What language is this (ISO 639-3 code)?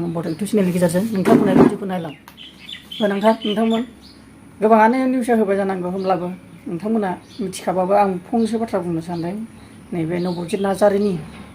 brx